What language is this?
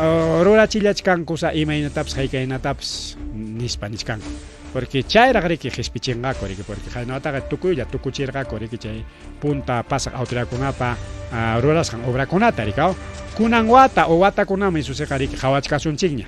Ayacucho Quechua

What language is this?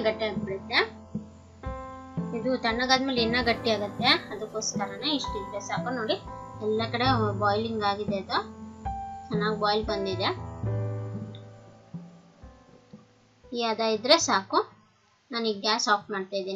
Kannada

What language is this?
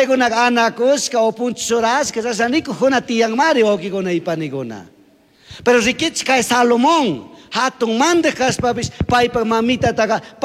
Chimborazo Highland Quichua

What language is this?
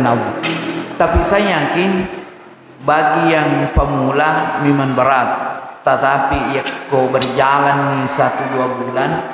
Buginese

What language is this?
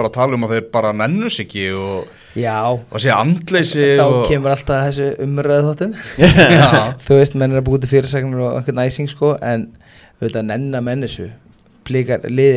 Icelandic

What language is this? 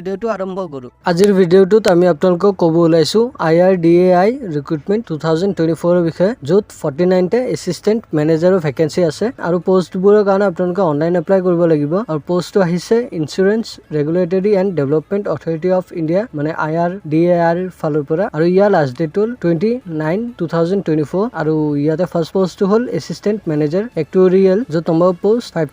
Assamese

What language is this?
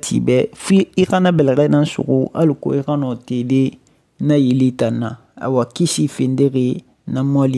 Susu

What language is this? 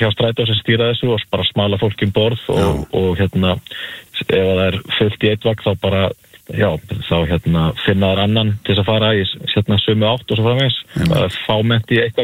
Icelandic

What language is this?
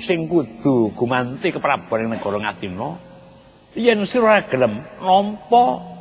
Javanese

